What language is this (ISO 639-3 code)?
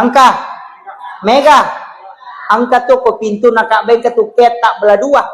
bug